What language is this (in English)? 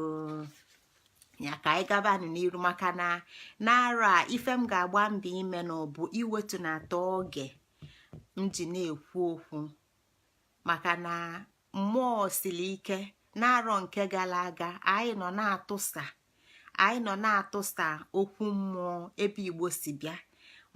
Igbo